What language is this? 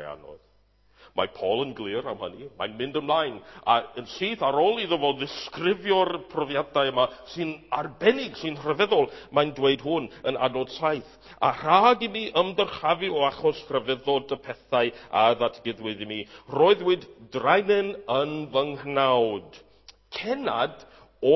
Welsh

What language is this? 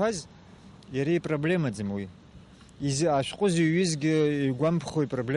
Abkhazian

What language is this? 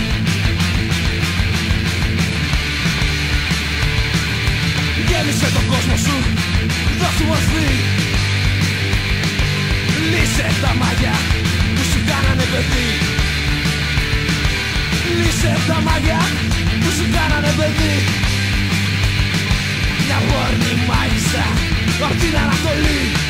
Greek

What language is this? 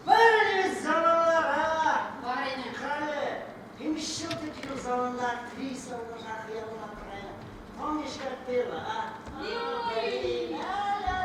Bashkir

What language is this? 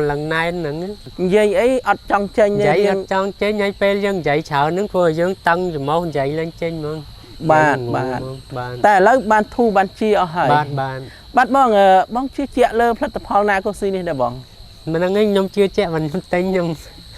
Khmer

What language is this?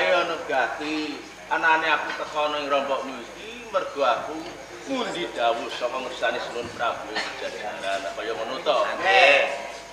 Javanese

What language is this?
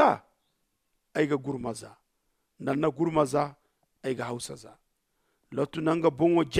Zarma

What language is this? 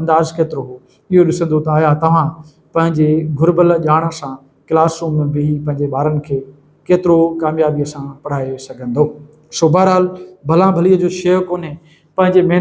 Sindhi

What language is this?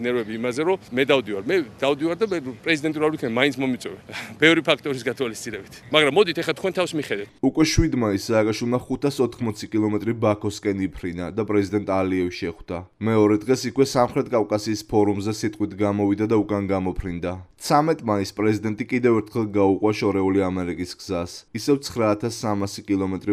Georgian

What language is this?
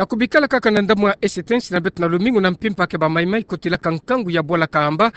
Kituba (Democratic Republic of Congo)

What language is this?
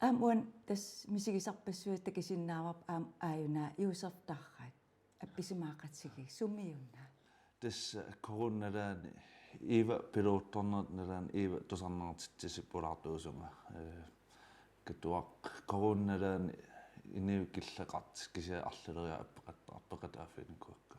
Kalaallisut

